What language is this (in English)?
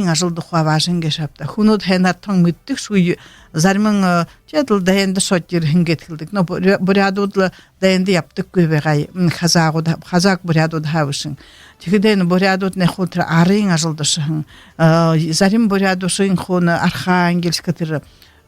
Buriat